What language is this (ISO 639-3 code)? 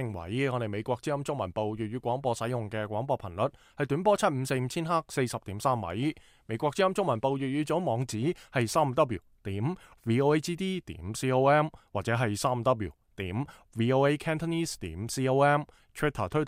yue